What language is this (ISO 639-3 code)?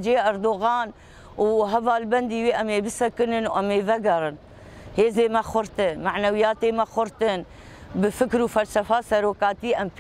kur